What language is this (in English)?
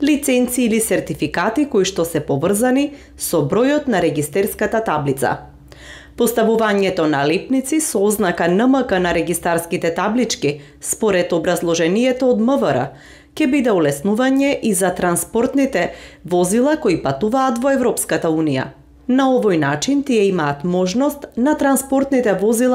Macedonian